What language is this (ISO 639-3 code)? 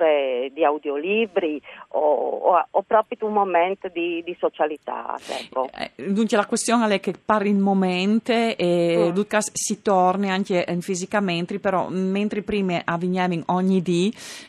fur